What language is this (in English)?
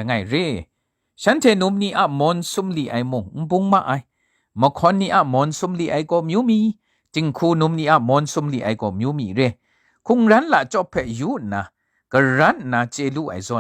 Kachin